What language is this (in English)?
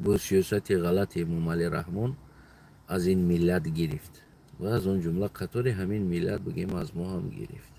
Tajik